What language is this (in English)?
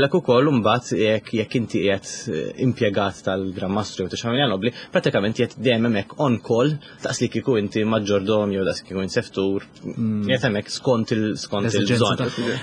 Maltese